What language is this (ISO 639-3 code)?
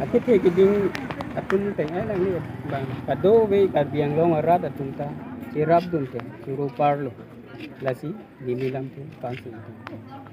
mjw